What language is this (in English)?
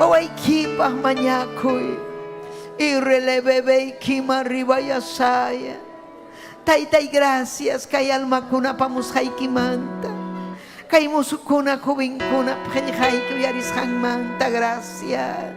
Ayacucho Quechua